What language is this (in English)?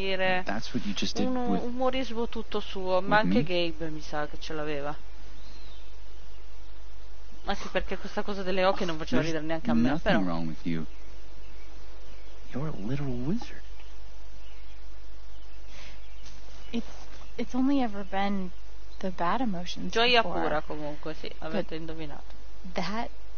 Italian